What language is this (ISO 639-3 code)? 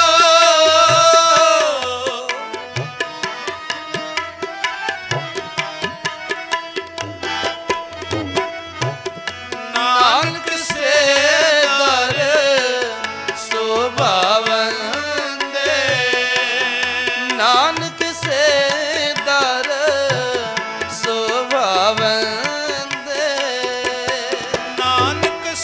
pan